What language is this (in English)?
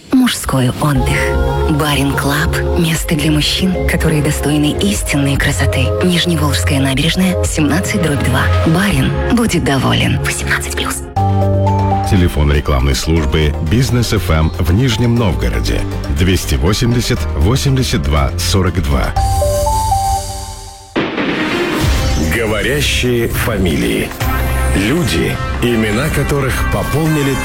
Russian